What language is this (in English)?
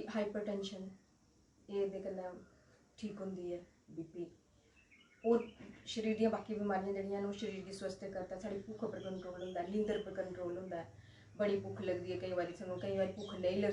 Dogri